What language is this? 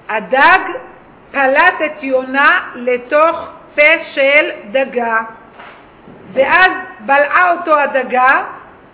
Hebrew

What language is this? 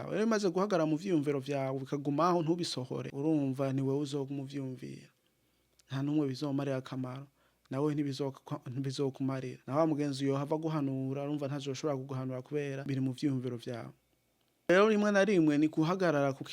Rundi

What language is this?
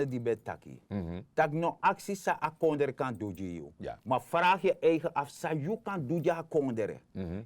Sranan Tongo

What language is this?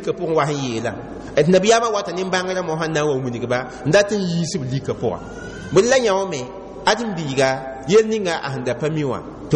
Mossi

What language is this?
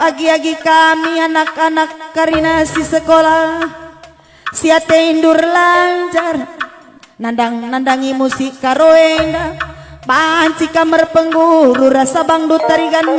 Batak Karo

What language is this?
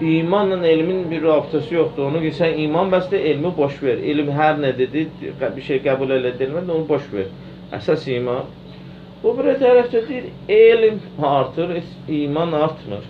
Azerbaijani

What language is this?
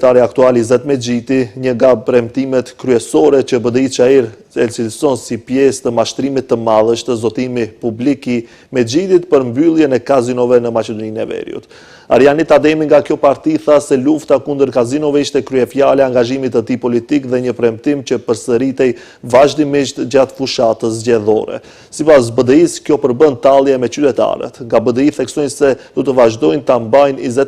Albanian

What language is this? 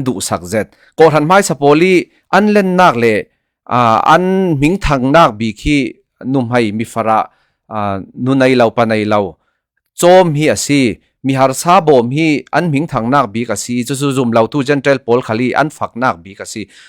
Falam Chin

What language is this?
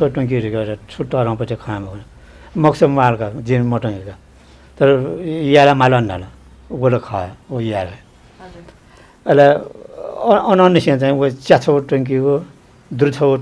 Newari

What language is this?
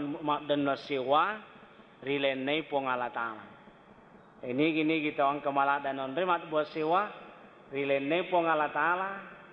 Buginese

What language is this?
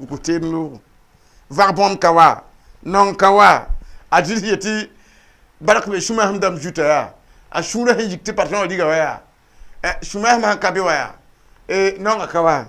Mossi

